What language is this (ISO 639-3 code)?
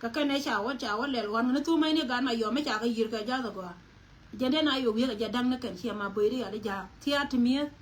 nus